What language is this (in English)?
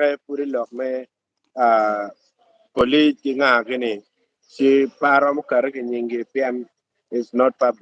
Acoli